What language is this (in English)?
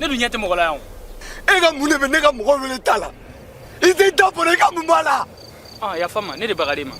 Bambara